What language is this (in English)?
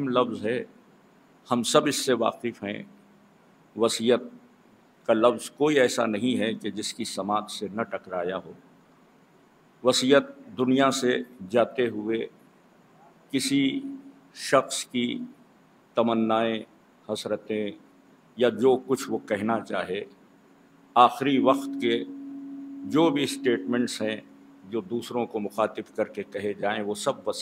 Urdu